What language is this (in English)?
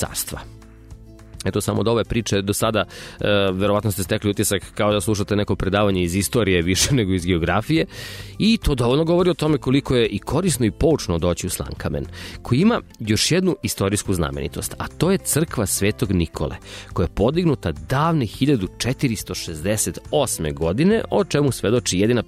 Serbian